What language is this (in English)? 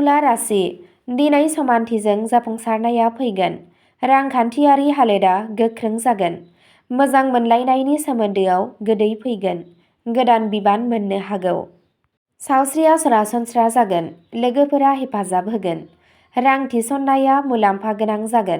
Bodo